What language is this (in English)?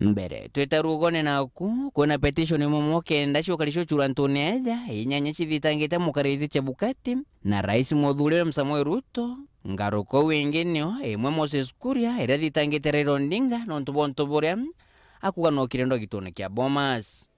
Meru